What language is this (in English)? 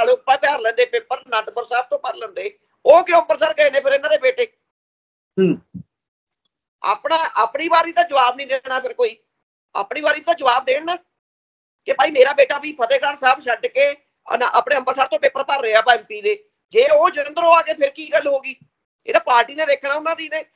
Punjabi